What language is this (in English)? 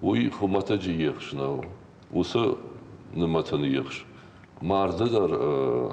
Ossetic